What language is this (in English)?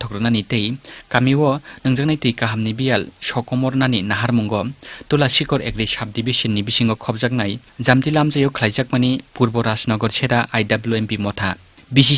Kok Borok